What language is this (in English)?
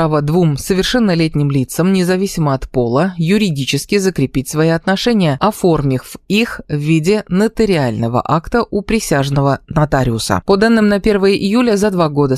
Russian